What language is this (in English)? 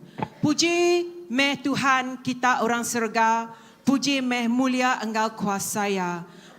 Iban